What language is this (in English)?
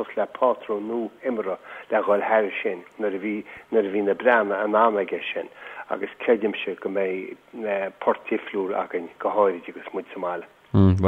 Irish